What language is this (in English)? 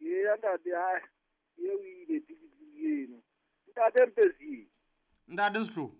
Southern Sotho